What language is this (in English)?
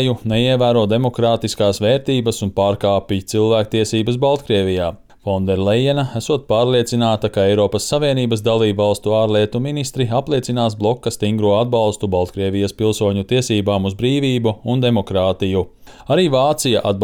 Latvian